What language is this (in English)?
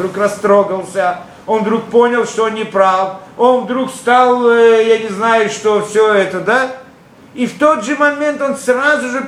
Russian